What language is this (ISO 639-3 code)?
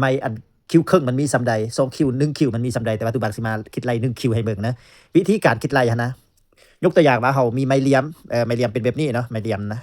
lao